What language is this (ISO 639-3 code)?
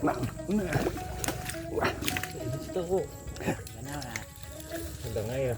bjn